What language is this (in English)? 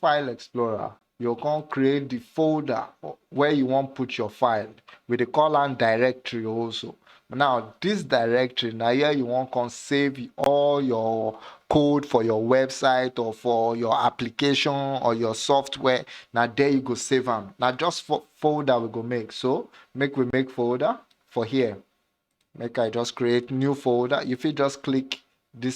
Nigerian Pidgin